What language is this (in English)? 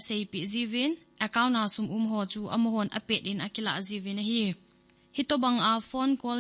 Thado Chin